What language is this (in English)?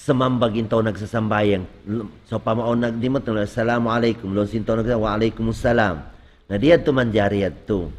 Tausug